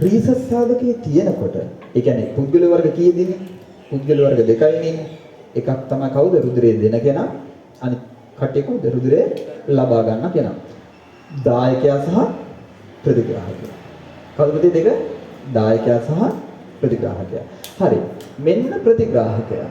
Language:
Sinhala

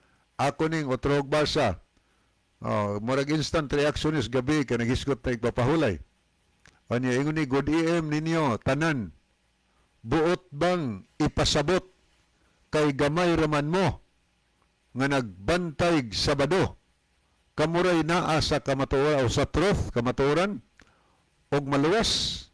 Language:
Cebuano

